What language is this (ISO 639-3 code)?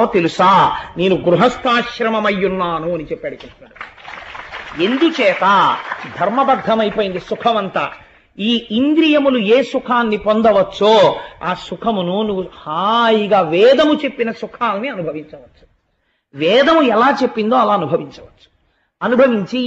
tel